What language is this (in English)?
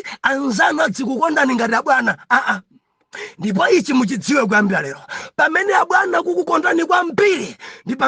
Nyanja